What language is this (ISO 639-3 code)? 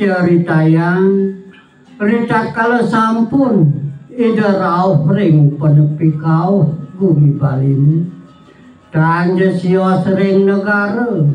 ban